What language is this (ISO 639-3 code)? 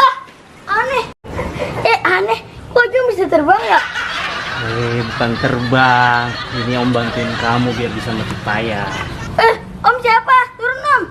bew